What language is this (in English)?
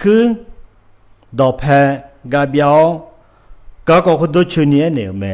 Akha